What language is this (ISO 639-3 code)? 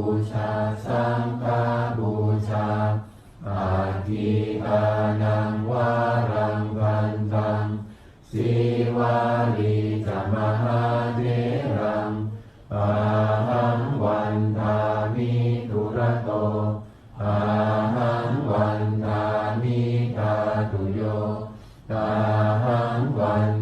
pli